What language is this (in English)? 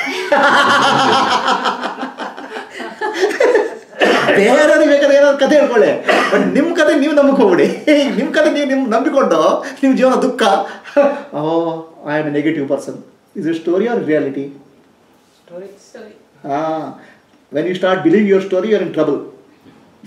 Kannada